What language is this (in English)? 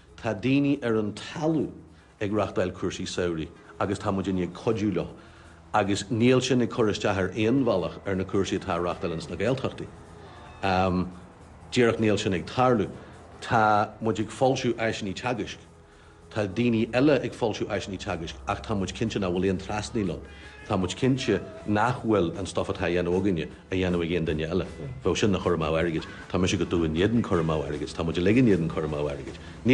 Irish